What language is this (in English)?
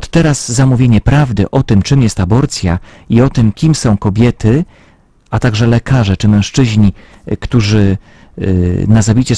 Polish